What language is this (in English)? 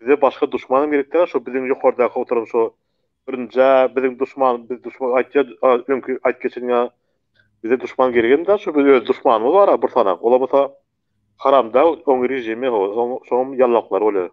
Turkmen